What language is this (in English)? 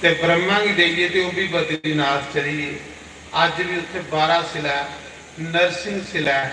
Dogri